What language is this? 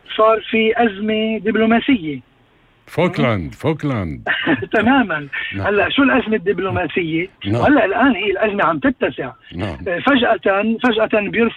North Levantine Arabic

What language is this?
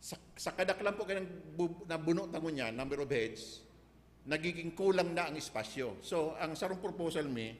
Bikol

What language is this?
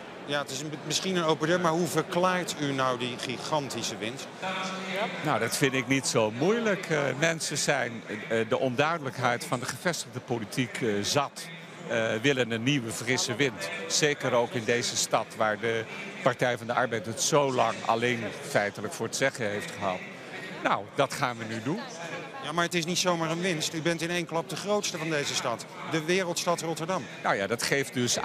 Dutch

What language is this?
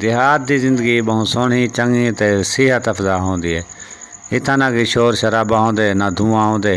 Saraiki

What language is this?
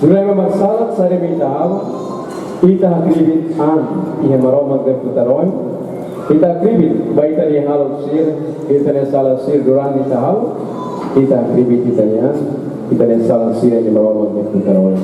Tetum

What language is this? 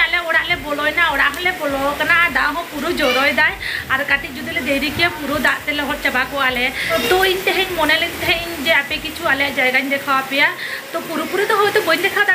Santali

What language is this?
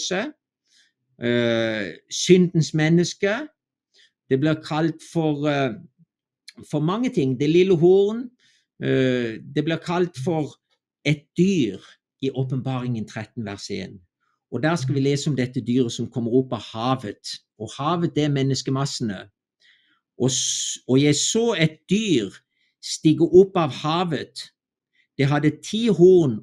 Norwegian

